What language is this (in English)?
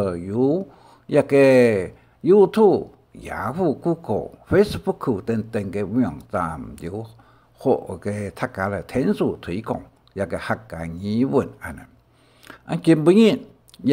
Hakka Chinese